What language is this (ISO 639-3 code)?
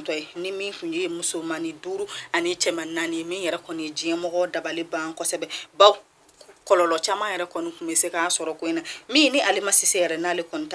bam